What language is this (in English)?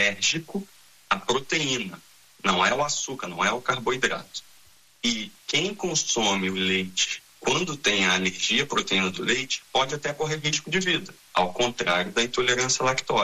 Portuguese